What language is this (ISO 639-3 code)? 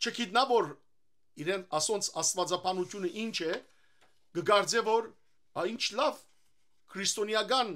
hyw